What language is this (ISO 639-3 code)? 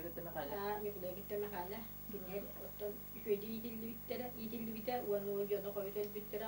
sah